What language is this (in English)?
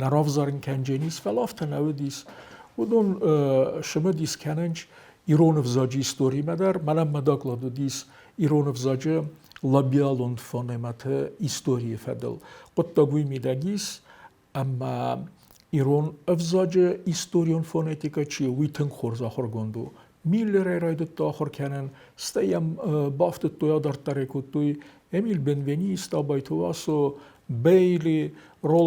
Ossetic